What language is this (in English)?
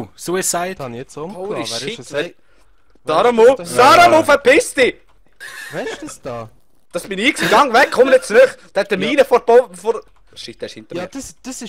Swiss German